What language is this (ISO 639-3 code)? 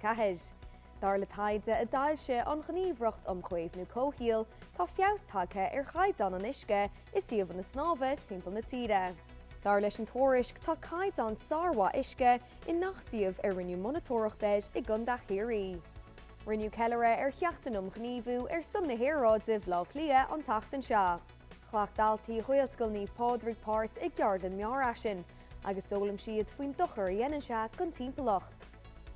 gle